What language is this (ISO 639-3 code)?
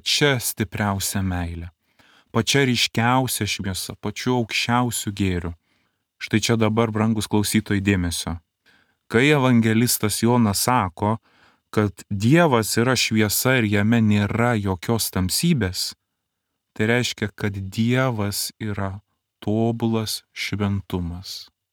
lit